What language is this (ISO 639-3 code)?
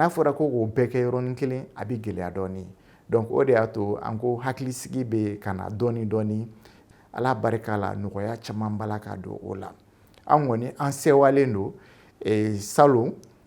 bam